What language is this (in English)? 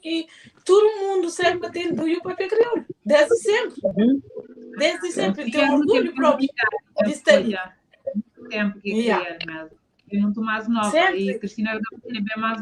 Kabuverdianu